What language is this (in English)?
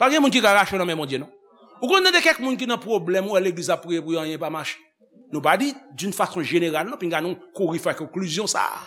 Haitian Creole